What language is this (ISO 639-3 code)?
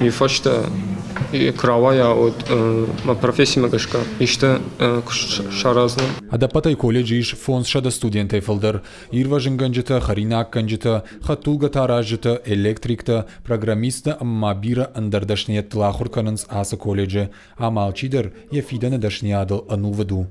oss